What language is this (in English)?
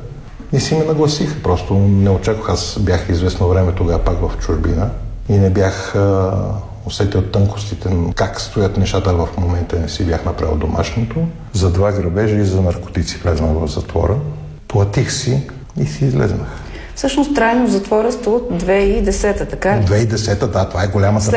Bulgarian